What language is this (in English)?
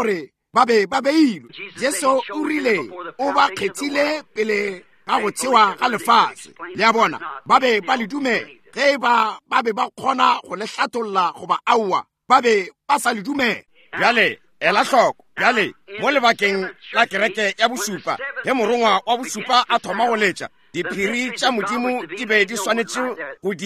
Northern Sotho